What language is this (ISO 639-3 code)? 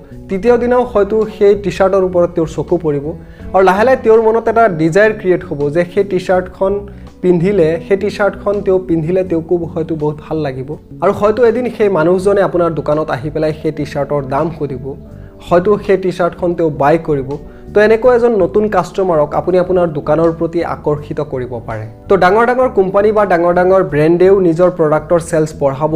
asm